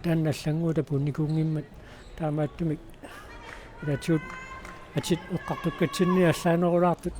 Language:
Kalaallisut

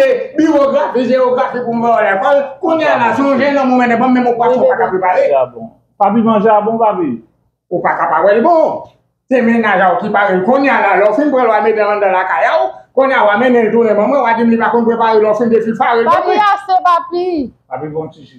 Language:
Haitian Creole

